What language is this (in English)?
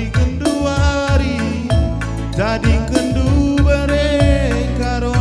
Batak Karo